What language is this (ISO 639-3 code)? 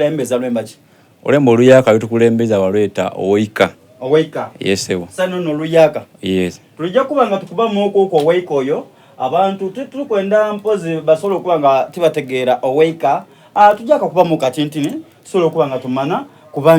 xog